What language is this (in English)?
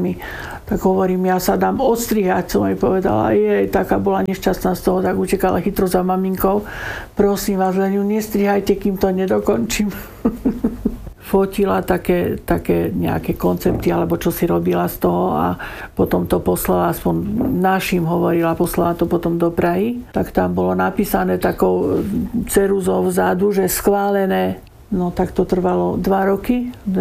Slovak